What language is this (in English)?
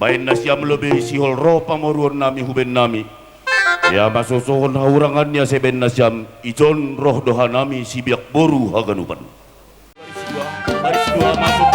Batak Simalungun